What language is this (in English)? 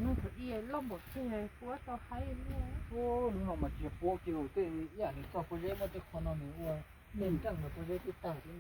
Hmong